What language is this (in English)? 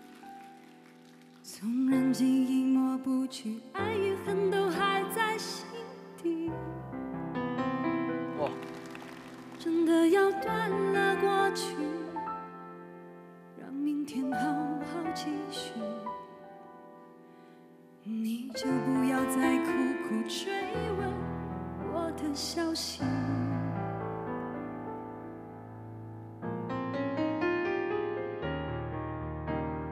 Chinese